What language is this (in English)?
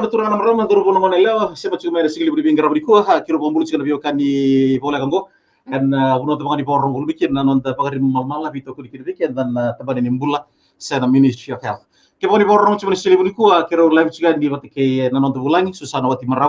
Fijian